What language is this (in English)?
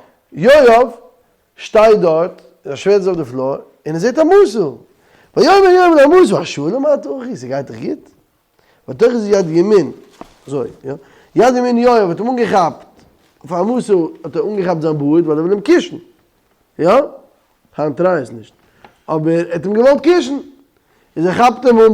Yiddish